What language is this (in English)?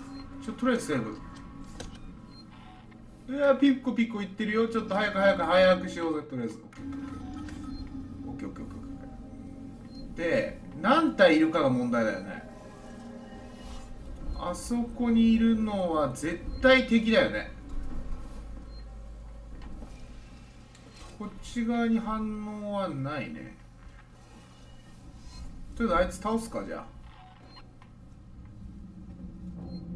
Japanese